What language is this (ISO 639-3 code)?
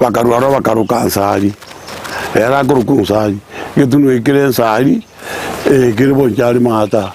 guz